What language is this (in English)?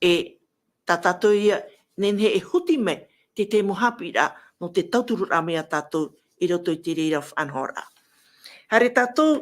Tahitian